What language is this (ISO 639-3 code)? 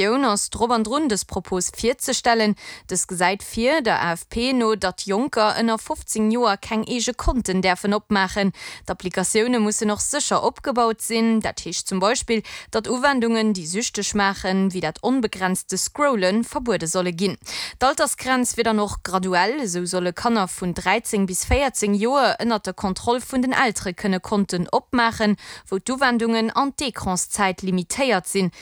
ltz